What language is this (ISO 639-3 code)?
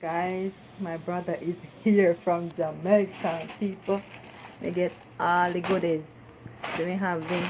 jam